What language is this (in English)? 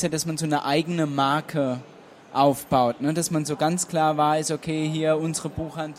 German